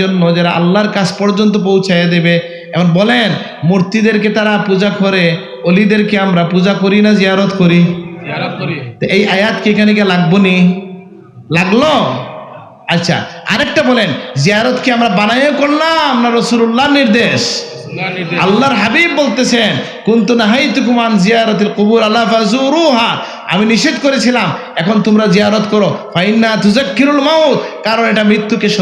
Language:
Sylheti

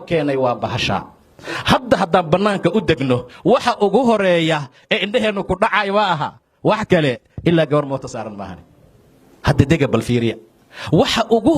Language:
Somali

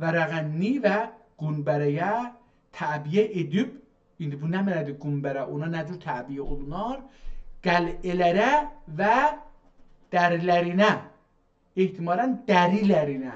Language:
South Azerbaijani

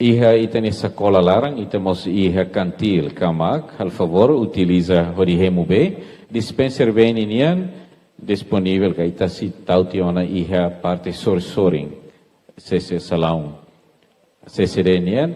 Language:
Tetum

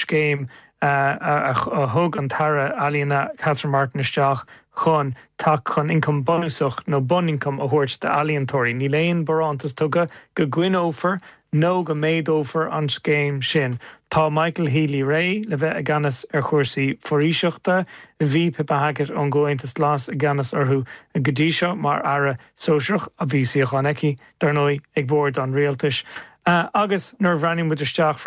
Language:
Irish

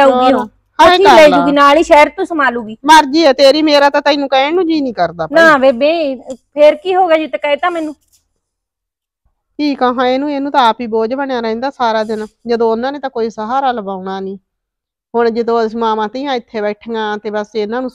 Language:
Punjabi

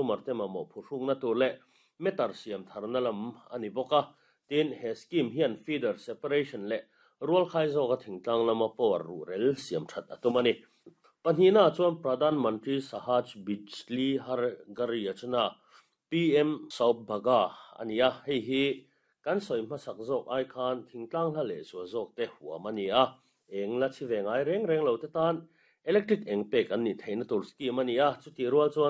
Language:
Mizo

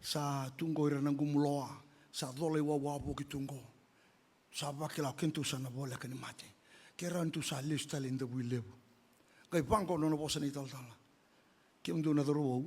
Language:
Fijian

